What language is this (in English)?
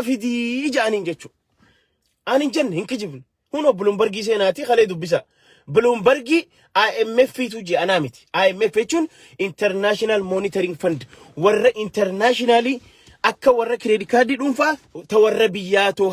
Oromo